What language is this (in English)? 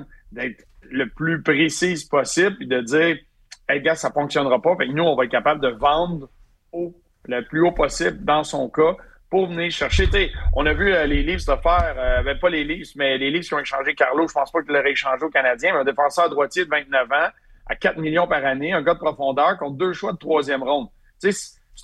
French